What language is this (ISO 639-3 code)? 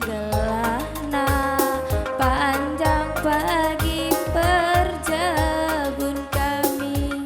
btx